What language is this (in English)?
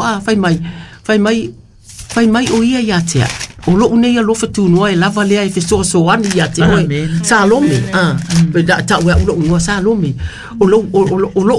Samoan